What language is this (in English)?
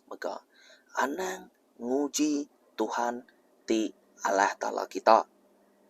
Iban